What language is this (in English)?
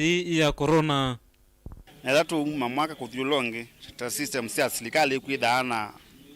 Kamba